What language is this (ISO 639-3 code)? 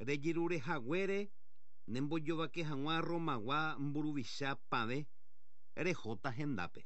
grn